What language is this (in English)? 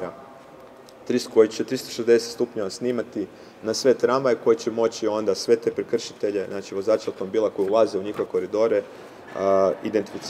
Croatian